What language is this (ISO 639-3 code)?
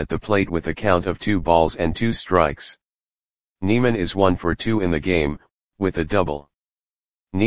eng